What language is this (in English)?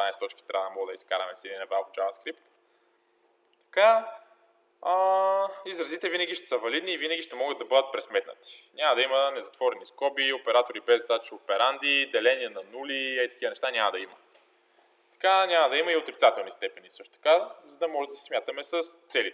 Bulgarian